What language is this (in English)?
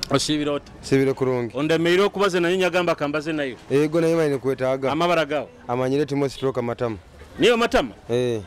Nyoro